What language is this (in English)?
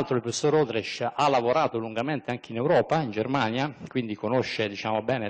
Italian